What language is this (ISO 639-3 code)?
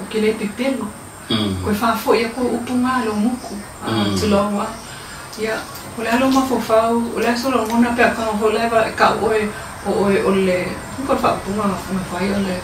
smo